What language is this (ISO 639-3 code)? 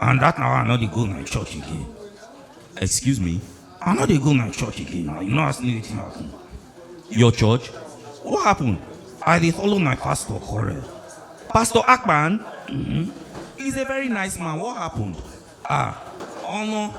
pcm